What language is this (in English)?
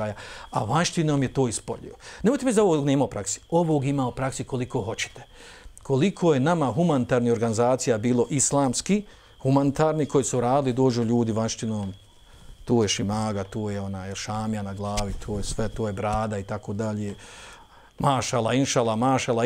Bosnian